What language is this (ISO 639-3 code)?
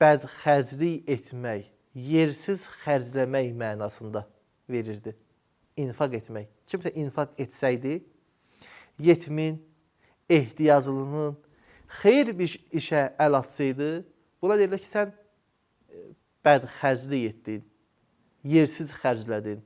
aze